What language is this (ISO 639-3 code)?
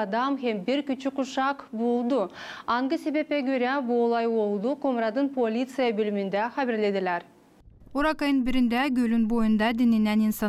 gag